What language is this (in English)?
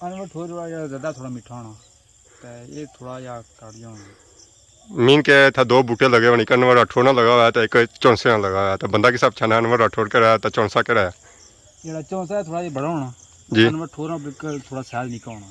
Pahari-Potwari